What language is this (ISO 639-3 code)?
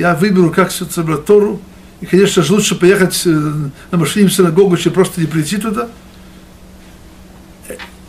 rus